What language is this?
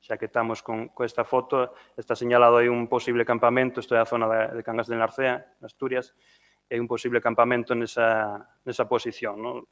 Galician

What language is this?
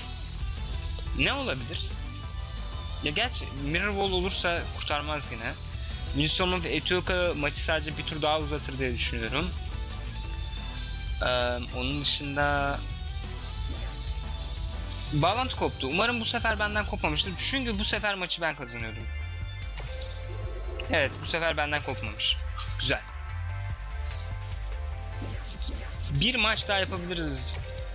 Turkish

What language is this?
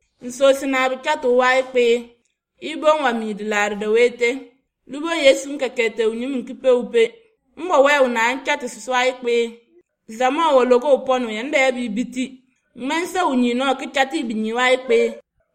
Somali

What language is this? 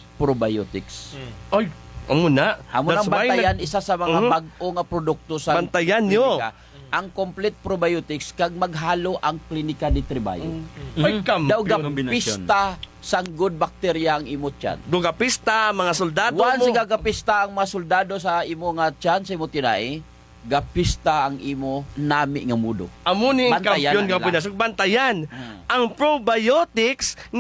Hiligaynon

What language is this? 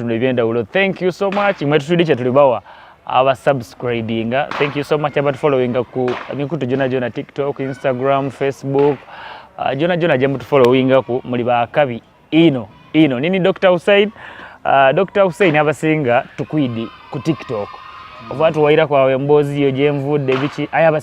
Soga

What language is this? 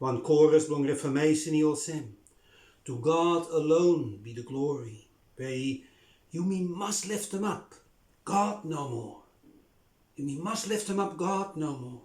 Bislama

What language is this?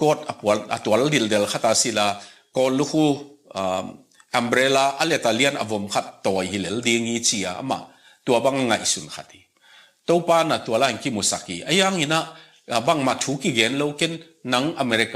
Tedim Chin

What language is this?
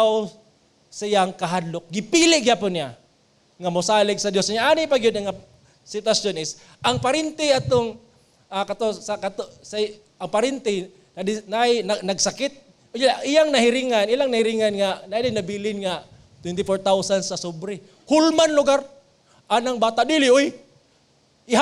Cebuano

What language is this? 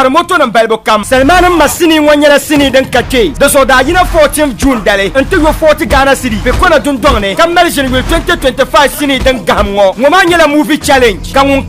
Dagbani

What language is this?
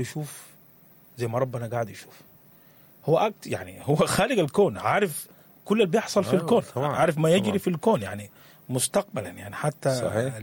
Sudanese Arabic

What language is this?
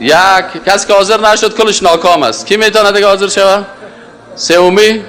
Tajik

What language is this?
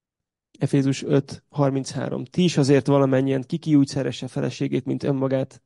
Hungarian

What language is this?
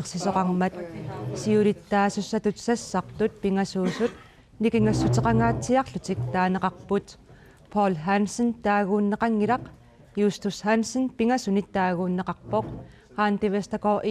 Kalaallisut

